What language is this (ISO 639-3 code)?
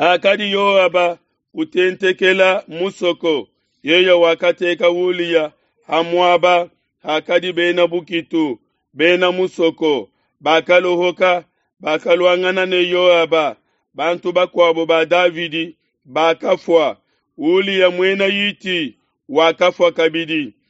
lua